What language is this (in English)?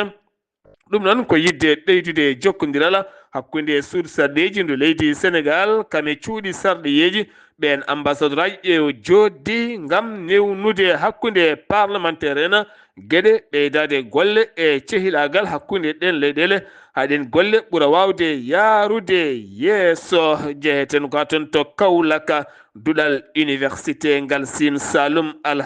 Fula